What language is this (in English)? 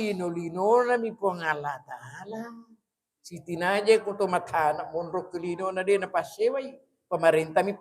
Buginese